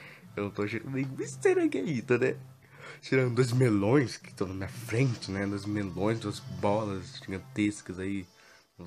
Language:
Portuguese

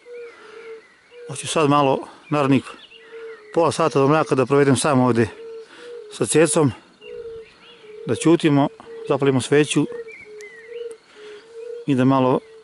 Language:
Serbian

